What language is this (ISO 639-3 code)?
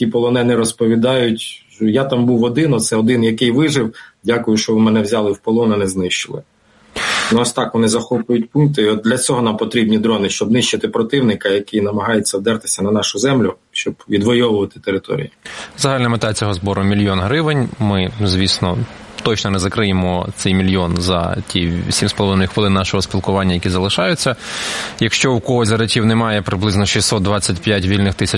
ukr